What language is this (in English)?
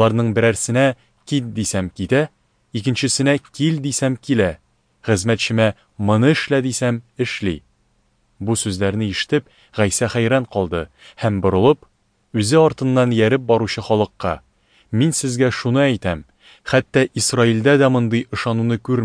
Tatar